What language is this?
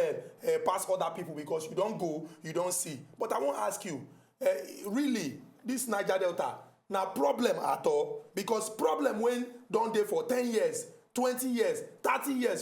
Nigerian Pidgin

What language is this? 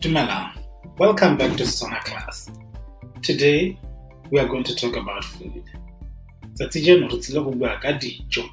Tswana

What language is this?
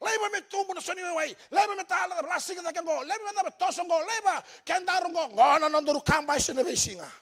Fijian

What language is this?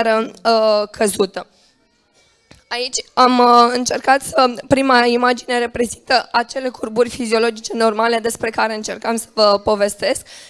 Romanian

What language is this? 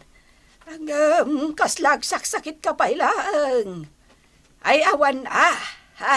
Iloko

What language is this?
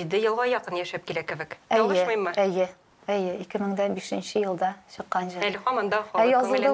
Tatar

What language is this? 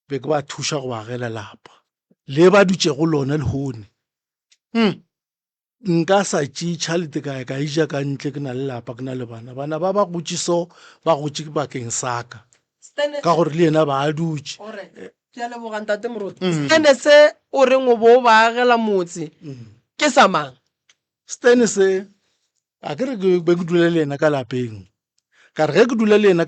Northern Sotho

